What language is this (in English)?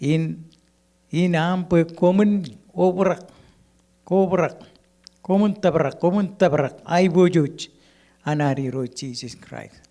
Marshallese